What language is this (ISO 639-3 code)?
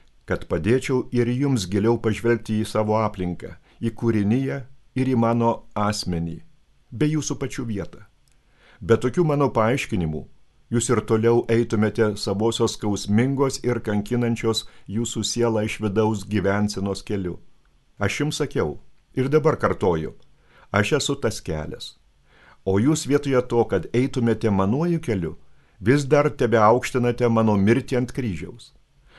lit